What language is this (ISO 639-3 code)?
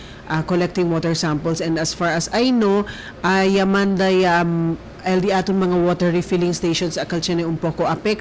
cbk